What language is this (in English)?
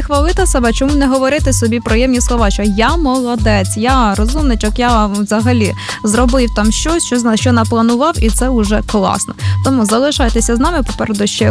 Ukrainian